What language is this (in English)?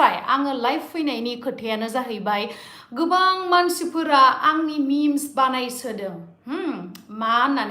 Bodo